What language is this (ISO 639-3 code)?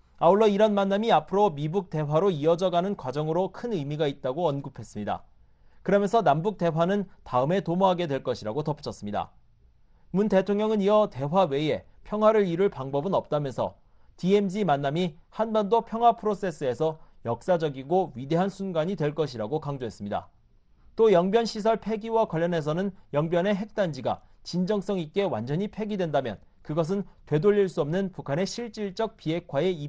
kor